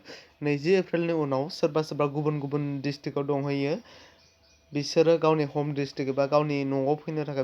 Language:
Bodo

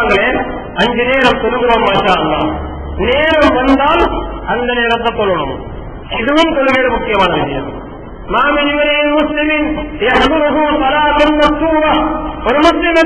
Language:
Tamil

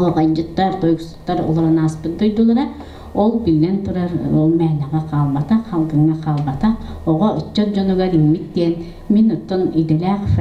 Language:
Yakut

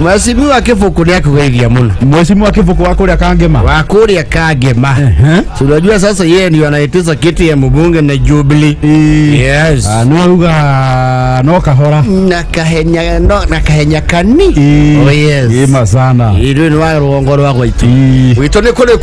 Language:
Kikuyu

